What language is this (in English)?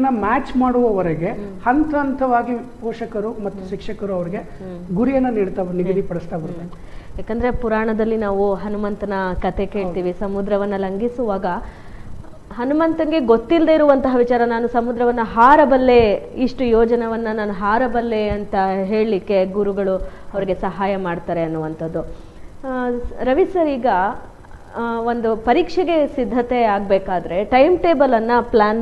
Kannada